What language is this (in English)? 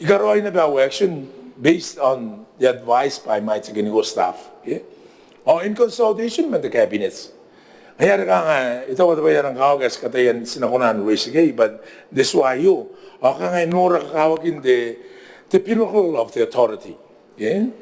Gilbertese